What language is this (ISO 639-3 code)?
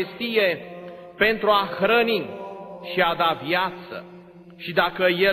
ron